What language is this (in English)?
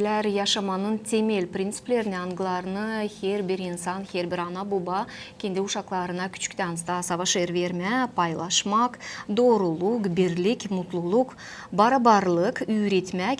Gagauz